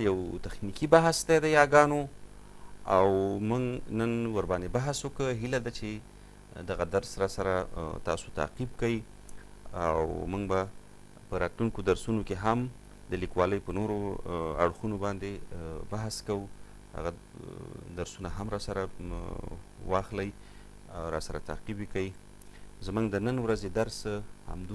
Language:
Pashto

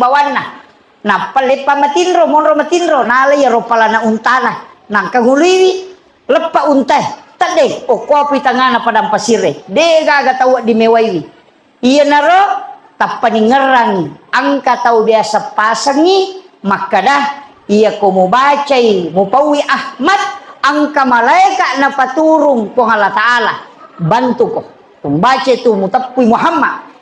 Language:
Buginese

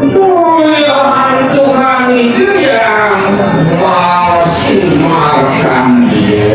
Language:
Balinese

